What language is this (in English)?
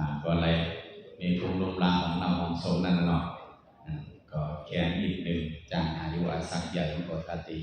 Shan